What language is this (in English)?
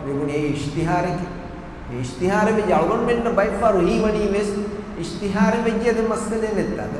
Divehi